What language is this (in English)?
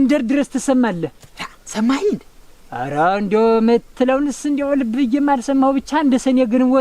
Amharic